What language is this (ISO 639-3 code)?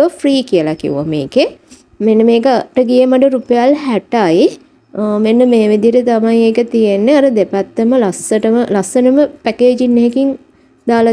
sin